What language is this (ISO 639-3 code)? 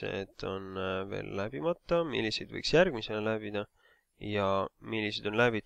est